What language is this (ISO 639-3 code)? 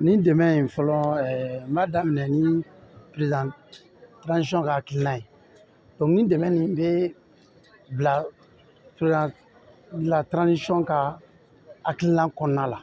bam